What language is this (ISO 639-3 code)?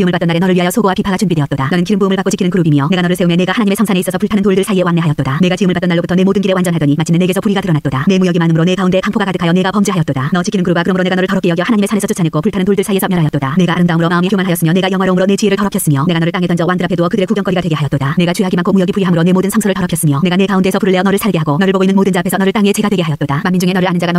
kor